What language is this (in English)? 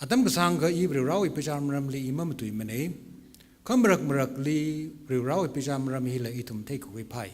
Tangkhul Naga (India)